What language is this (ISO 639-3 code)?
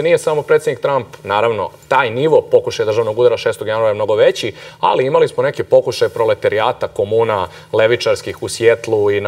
srp